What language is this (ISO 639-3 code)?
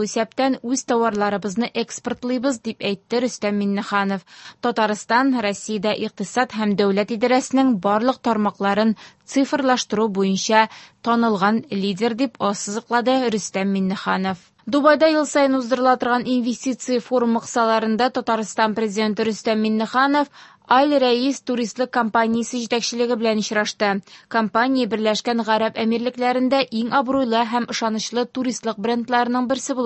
tat